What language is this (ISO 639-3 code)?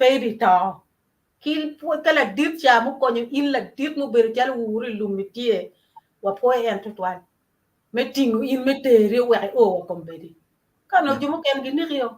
ach